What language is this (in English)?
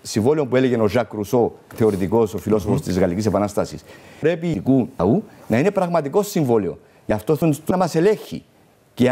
Greek